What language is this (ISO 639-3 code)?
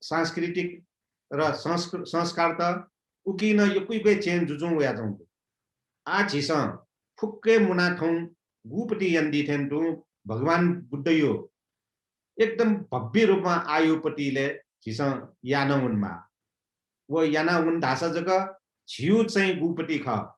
new